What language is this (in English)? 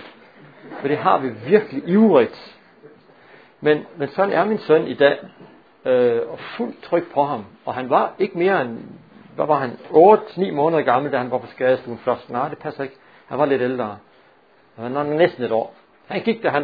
Danish